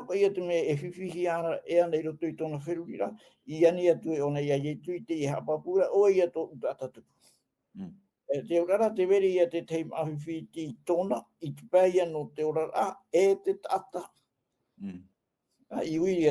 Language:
Tahitian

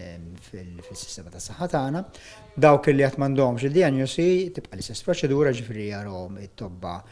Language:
Maltese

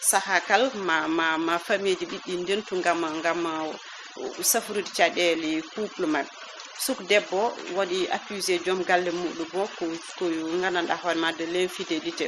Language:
Fula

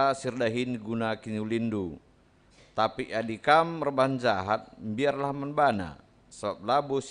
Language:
Batak Karo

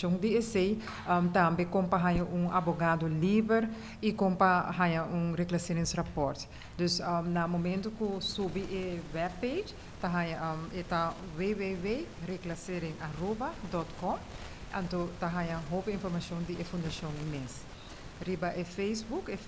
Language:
Papiamento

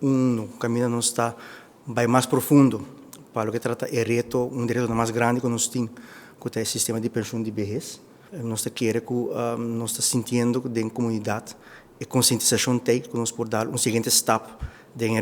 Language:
Papiamento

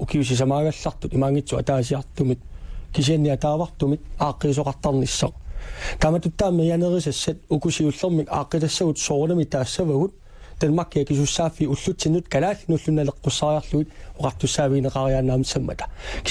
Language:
Kalaallisut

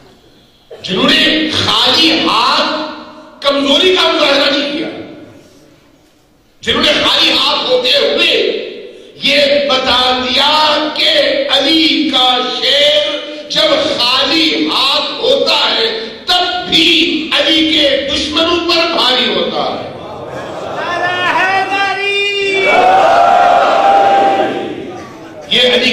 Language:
Urdu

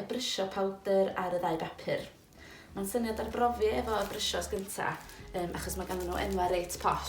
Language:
Welsh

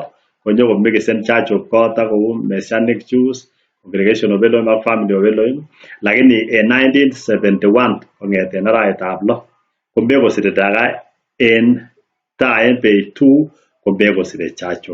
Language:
Kalenjin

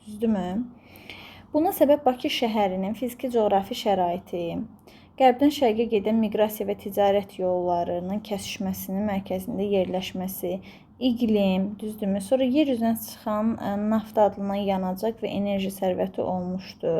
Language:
Azerbaijani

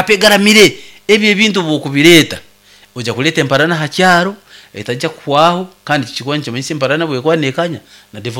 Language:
Nyankole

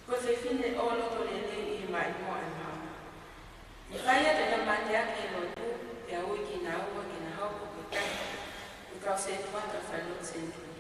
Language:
Tongan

